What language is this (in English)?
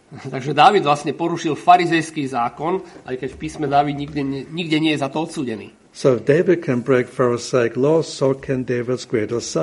Slovak